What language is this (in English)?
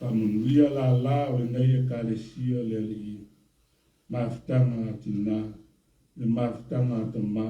Samoan